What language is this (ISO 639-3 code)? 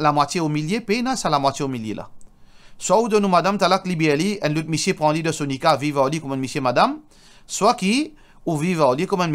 mfe